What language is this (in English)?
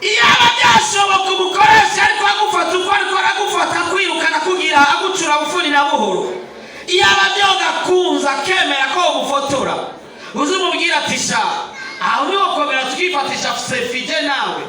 Rundi